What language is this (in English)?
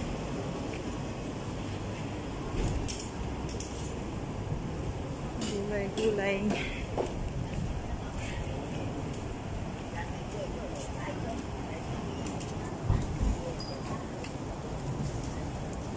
Filipino